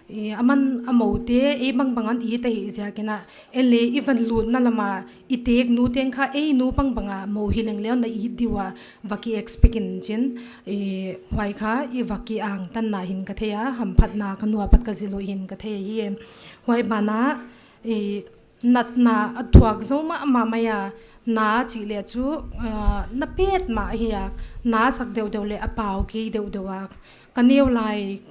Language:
Paite Chin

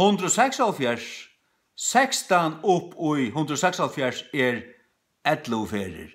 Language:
Faroese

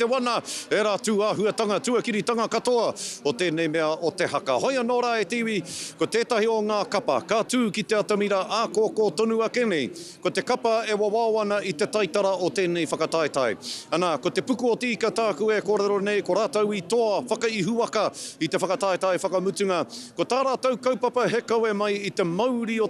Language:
Māori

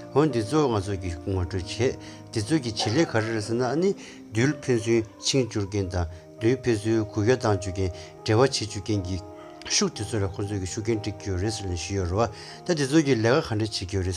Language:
Tibetan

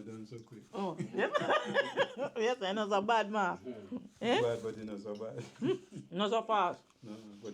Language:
Jamaican Creole English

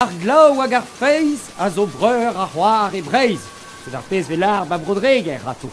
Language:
Breton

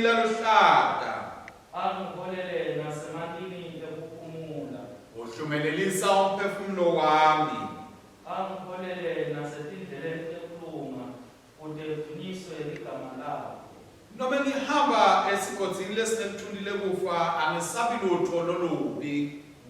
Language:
Swati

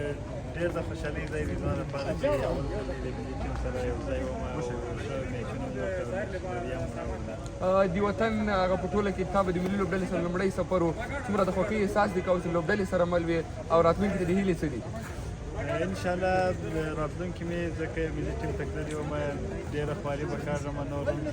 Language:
Pashto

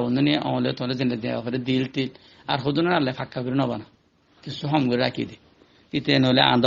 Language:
Rohingya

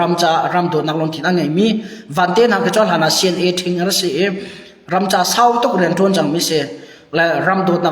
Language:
Hakha Chin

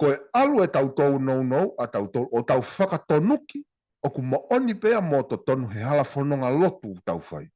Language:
Tongan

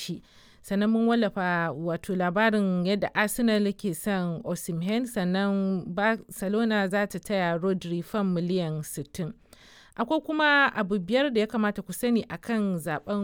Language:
Hausa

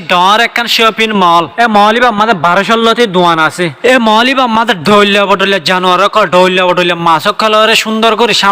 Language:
Rohingya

